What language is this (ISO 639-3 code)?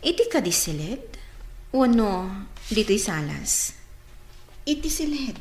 ilo